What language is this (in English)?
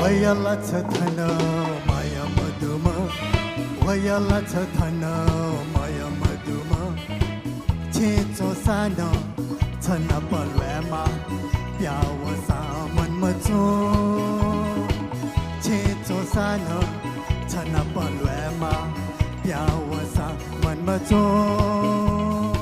Newari